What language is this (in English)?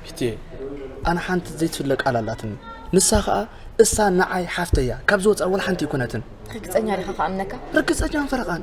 Tigrinya